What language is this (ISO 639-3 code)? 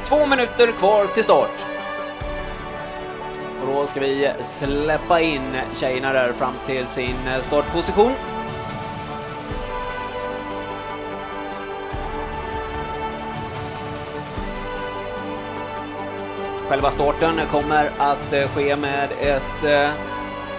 swe